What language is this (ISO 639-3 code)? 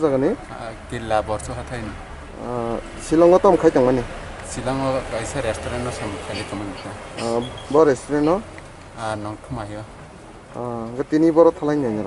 trp